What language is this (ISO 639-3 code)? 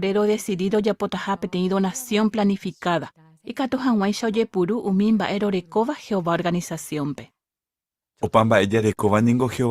grn